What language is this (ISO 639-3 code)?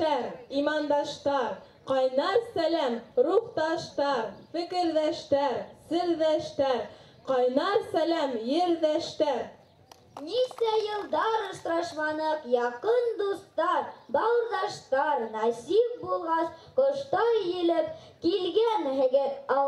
bak